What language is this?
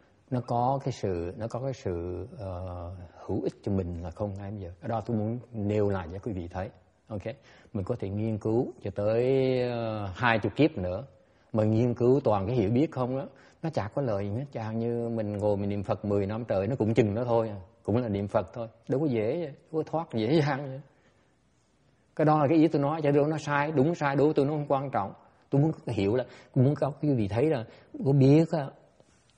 Vietnamese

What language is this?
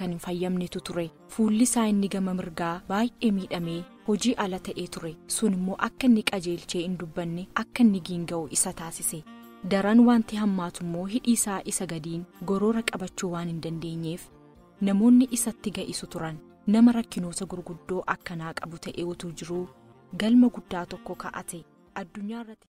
Oromo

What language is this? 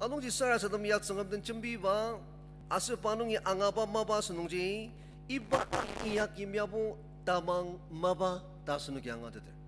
Ao Naga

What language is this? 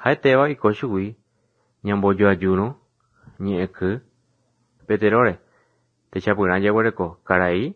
Guarani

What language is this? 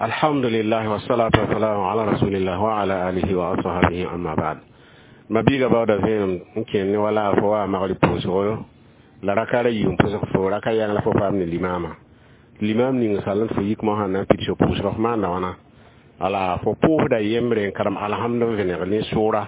Mossi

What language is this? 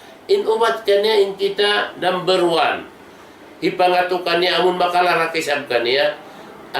Tausug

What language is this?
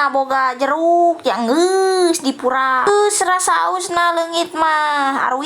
Sundanese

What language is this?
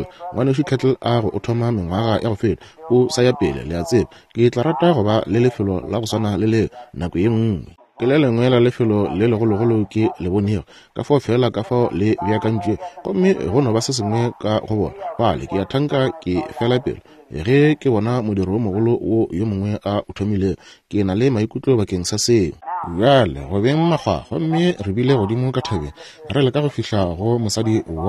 Northern Sotho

